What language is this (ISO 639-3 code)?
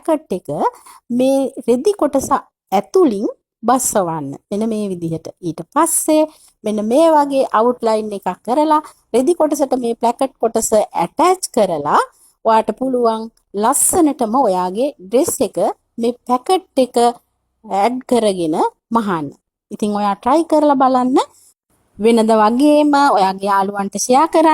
sin